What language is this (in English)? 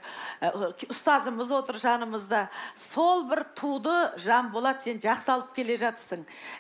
Kazakh